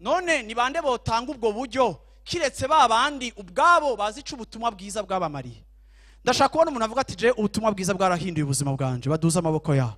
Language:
Rundi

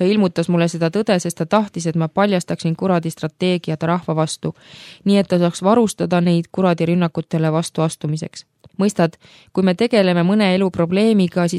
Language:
Estonian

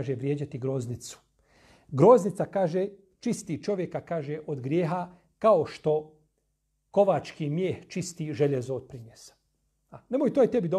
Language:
Bosnian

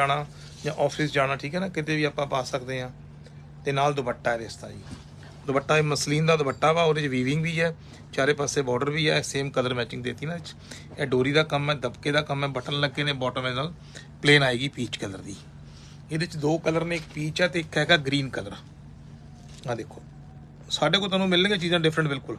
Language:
Punjabi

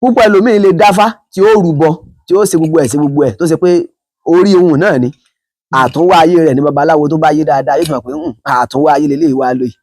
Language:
Yoruba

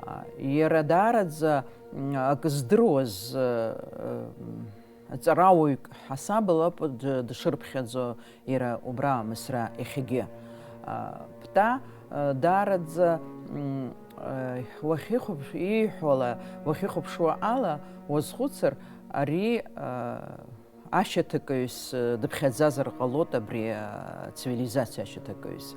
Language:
Abkhazian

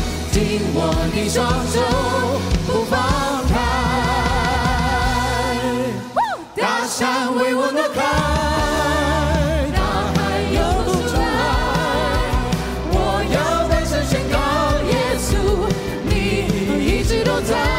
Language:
Chinese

